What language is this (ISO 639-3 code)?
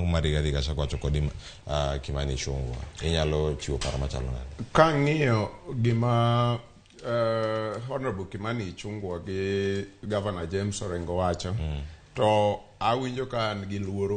luo